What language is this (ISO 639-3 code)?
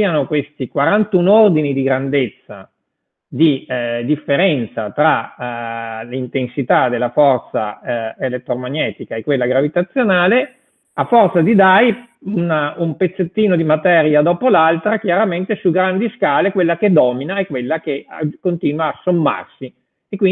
ita